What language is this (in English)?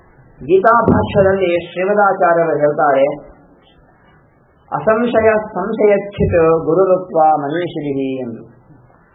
Kannada